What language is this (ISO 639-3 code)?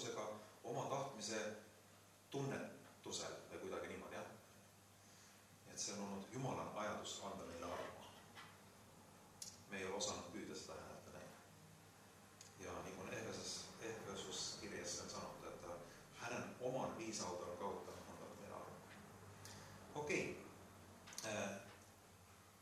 est